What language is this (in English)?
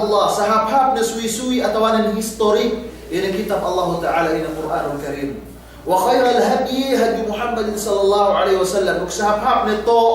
Yakan